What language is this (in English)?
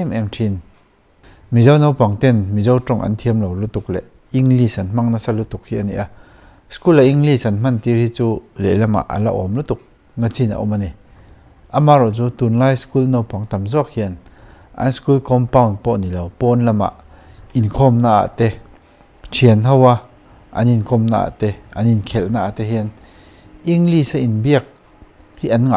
Mizo